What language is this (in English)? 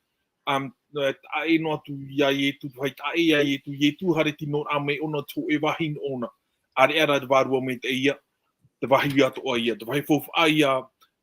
Tahitian